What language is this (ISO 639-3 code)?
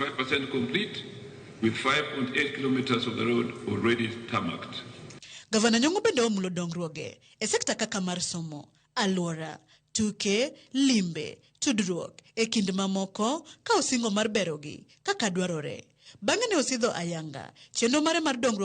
luo